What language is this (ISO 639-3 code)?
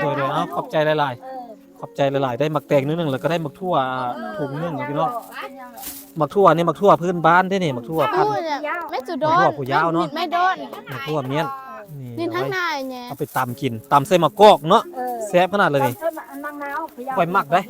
lao